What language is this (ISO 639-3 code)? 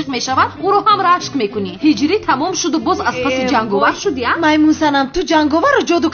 tgk